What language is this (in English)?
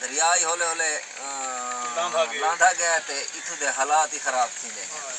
Saraiki